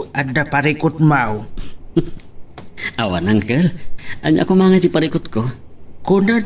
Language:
Iloko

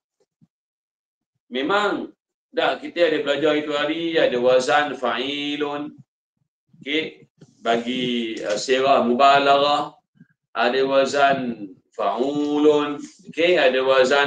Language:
Malay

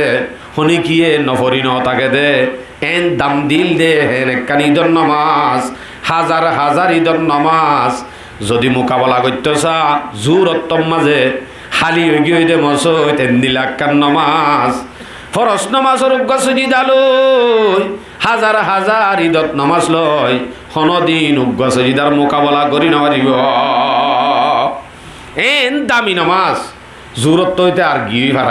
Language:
Rohingya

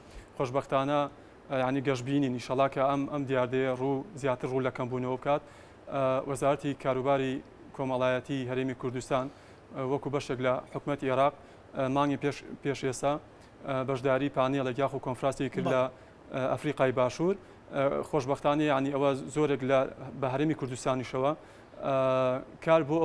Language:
Central Kurdish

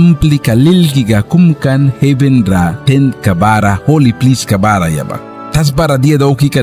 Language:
Mískito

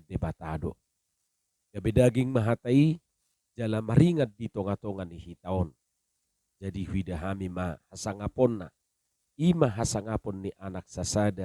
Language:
Batak Toba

